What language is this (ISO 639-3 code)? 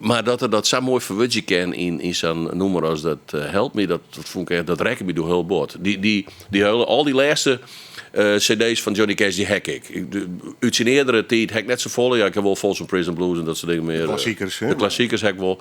fry